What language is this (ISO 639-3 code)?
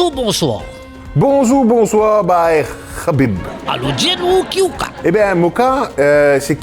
mfe